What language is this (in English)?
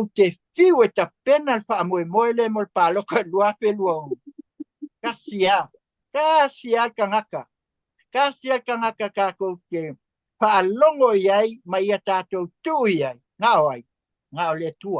Samoan